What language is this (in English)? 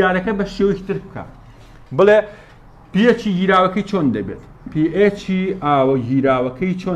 Central Kurdish